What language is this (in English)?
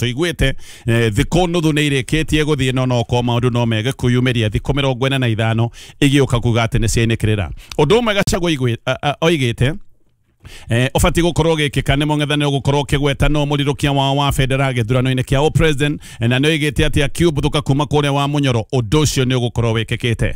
Kikuyu